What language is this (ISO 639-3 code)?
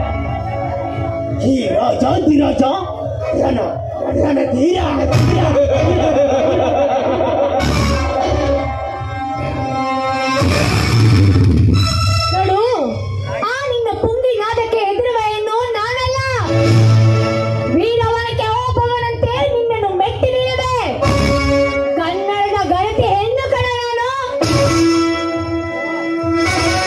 kan